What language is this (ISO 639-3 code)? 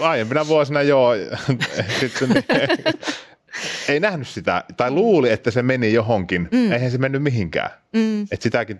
fin